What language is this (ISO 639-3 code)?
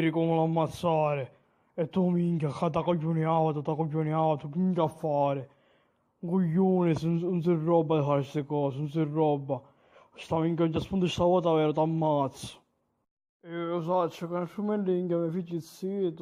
scn